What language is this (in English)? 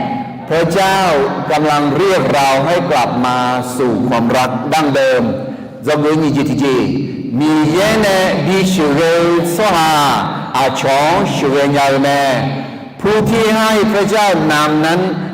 Akha